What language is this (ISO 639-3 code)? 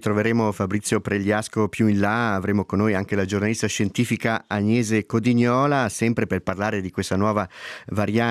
ita